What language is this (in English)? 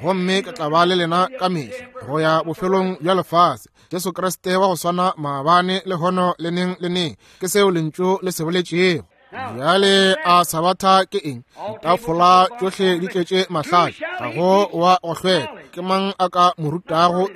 Northern Sotho